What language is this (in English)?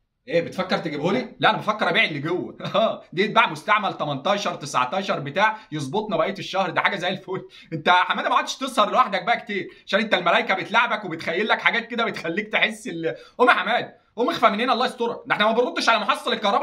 Egyptian Arabic